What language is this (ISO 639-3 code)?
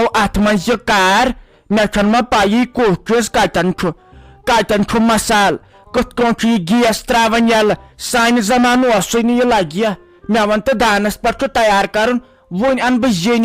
kas